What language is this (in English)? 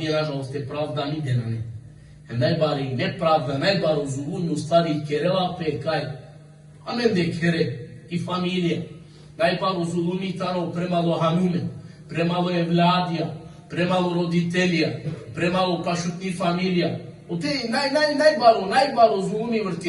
Balkan Romani